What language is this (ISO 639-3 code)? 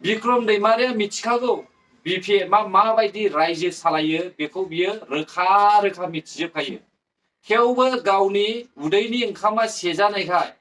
brx